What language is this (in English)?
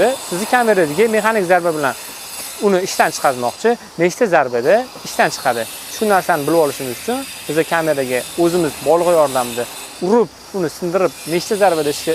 Uzbek